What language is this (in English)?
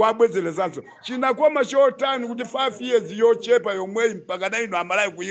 Nyanja